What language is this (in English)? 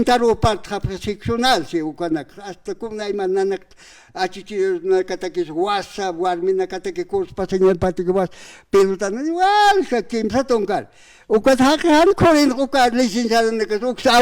Aymara